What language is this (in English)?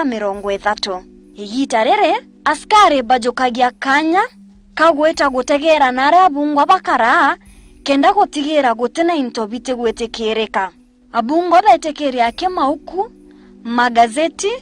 Meru